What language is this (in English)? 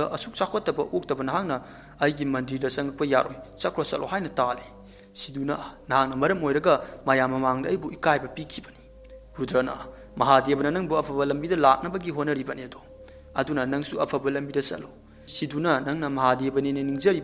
Manipuri